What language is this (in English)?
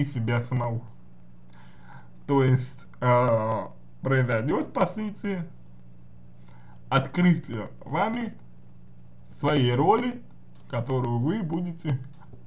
Russian